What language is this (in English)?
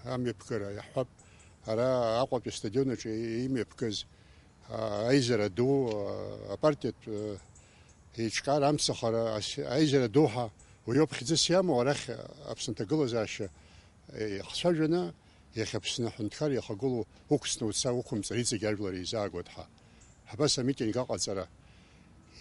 Abkhazian